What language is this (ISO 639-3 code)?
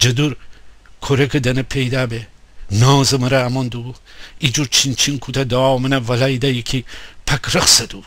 glk